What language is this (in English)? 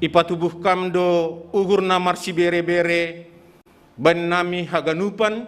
Batak Simalungun